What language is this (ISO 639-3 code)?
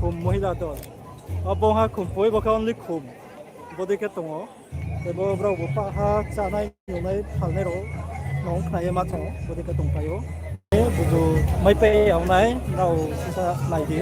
ria